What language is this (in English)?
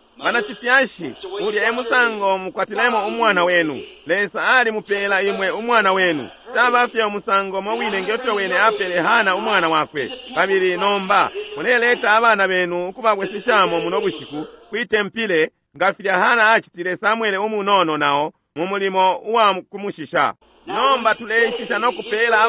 Bemba